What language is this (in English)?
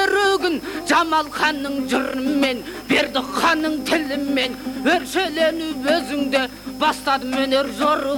Kazakh